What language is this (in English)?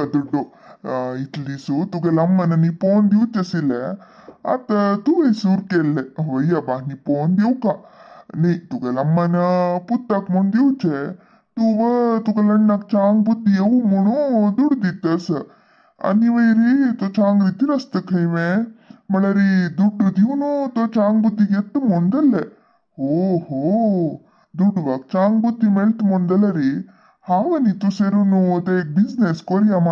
Konkani